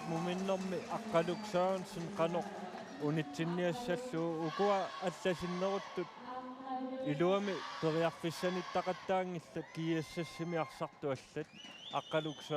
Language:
Kalaallisut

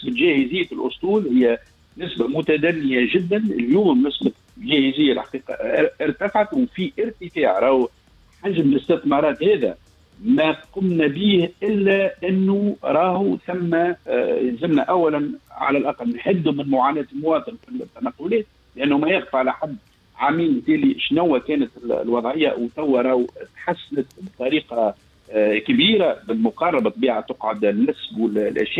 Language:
Tunisian Arabic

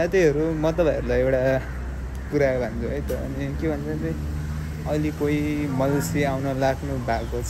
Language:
Nepali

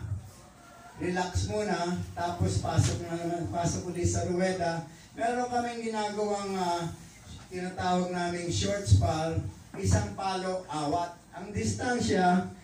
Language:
Filipino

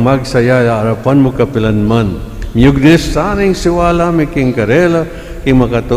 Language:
Pampanga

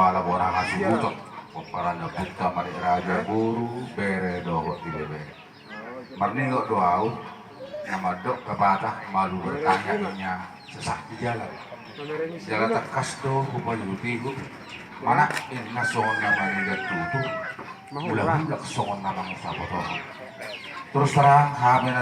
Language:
Batak Toba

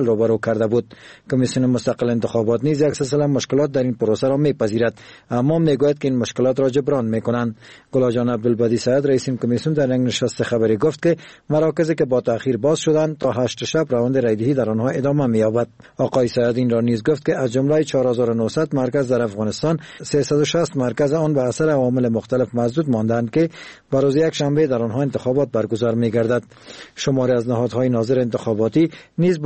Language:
Persian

